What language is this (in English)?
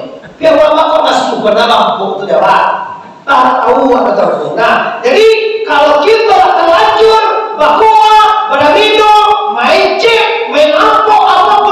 Minangkabau